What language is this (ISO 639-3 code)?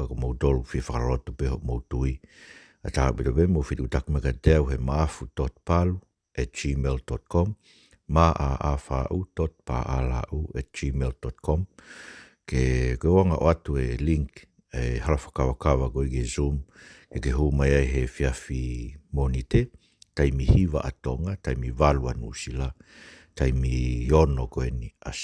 ton